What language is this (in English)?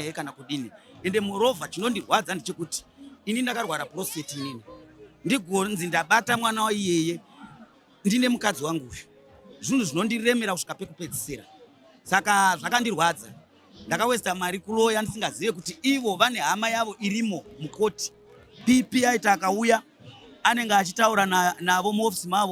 Shona